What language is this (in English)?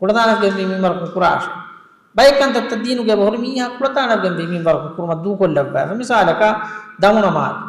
Divehi